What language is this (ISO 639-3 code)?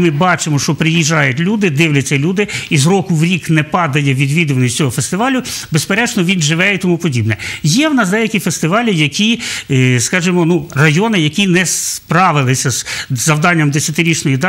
ukr